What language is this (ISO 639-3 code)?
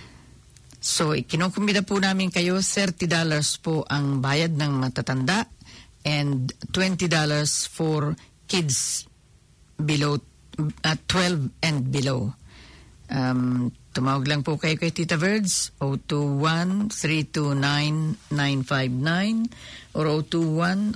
fil